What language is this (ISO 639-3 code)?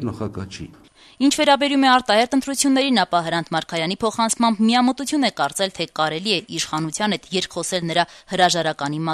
hye